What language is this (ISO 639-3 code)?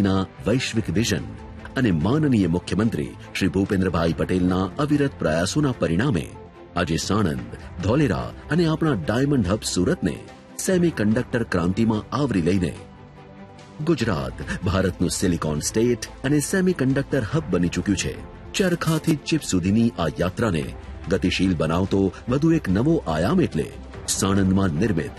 guj